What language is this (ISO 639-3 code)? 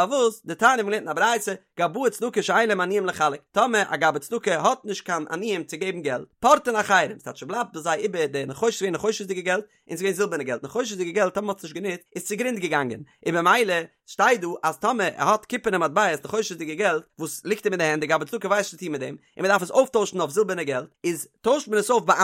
yid